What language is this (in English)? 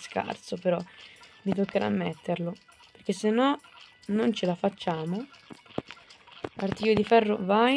Italian